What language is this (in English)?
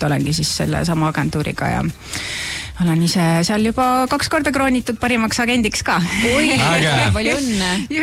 Estonian